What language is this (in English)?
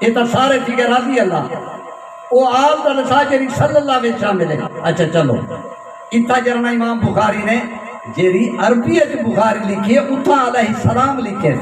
Saraiki